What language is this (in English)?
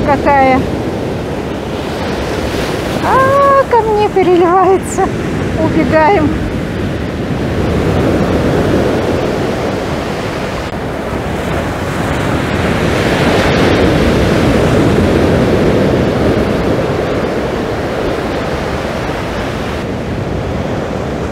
Russian